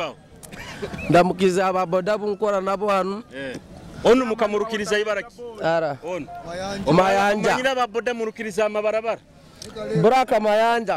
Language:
Nyoro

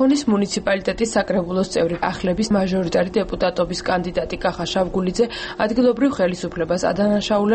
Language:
Georgian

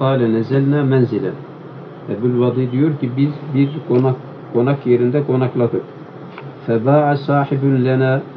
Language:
Turkish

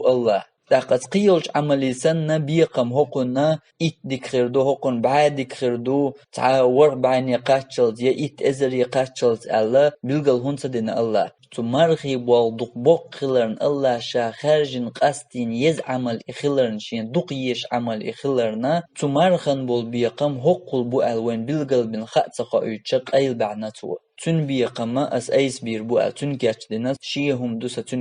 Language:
Chechen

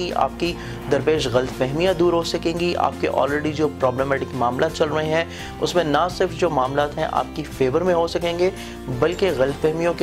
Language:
Urdu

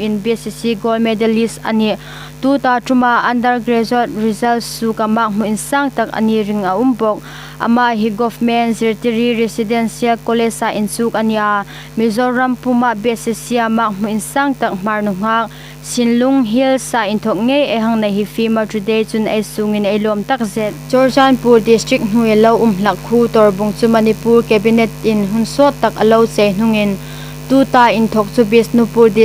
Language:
Hmar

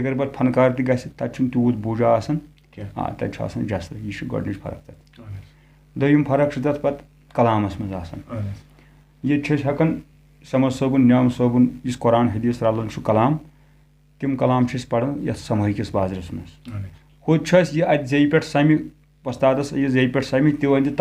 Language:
Kashmiri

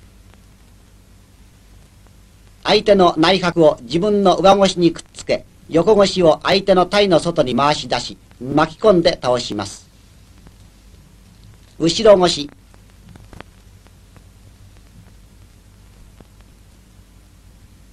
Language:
Japanese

